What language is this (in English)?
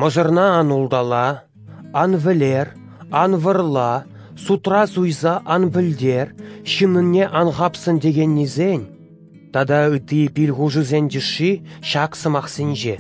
Chuvash